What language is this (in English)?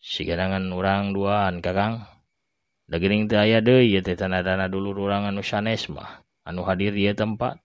Sundanese